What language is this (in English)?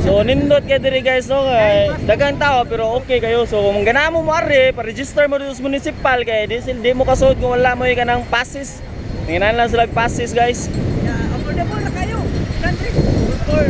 Cebuano